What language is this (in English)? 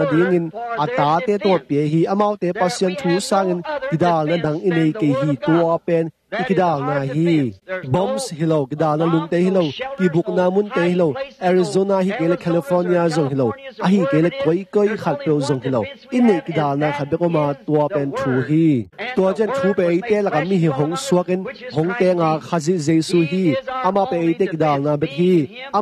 Tedim Chin